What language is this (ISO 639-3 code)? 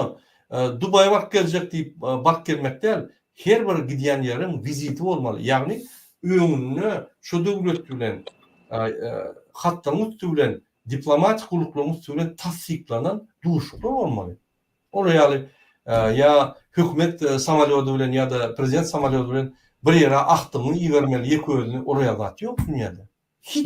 tuk